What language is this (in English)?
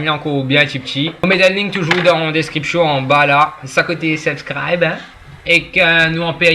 Morisyen